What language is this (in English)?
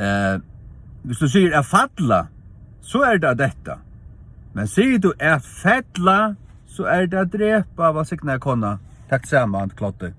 Faroese